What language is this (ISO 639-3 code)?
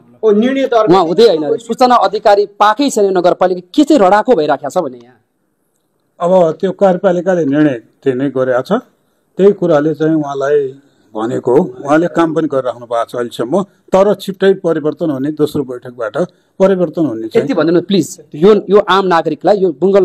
nep